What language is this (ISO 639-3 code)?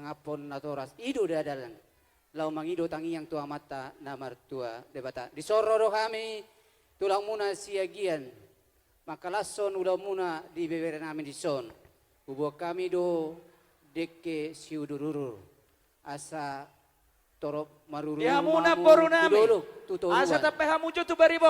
bbc